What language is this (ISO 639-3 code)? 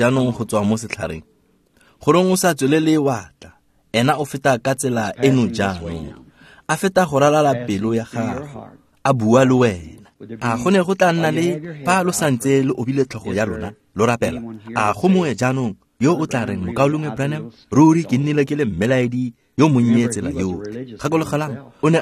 tsn